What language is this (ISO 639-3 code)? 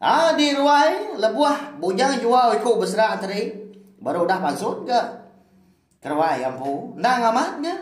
iba